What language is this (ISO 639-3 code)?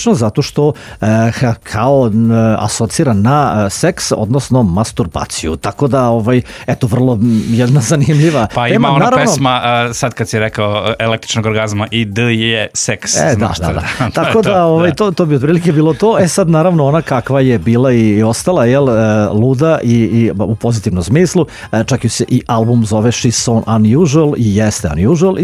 srp